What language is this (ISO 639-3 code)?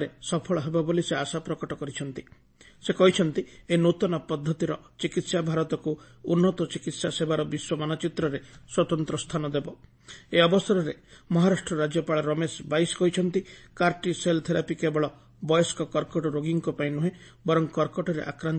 ori